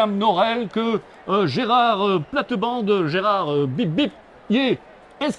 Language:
Picard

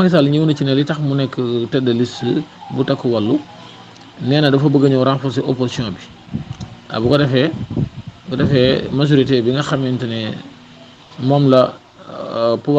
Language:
Wolof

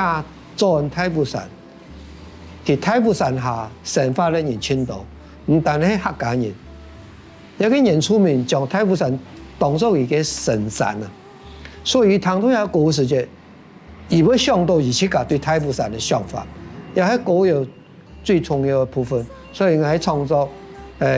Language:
Hakka Chinese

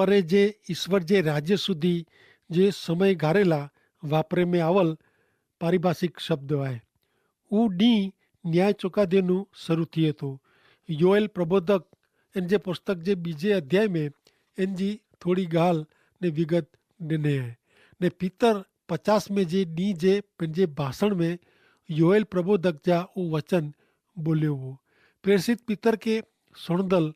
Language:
Kachhi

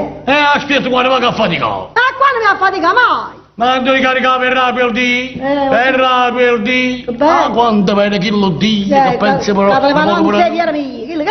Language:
Neapolitan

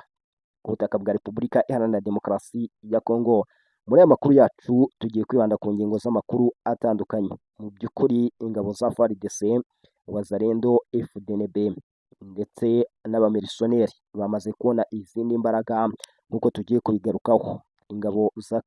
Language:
Kinyarwanda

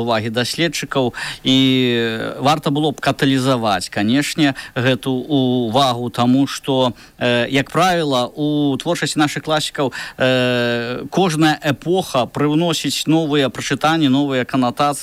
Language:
Belarusian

